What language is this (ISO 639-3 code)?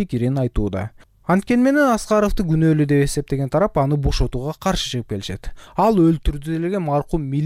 kir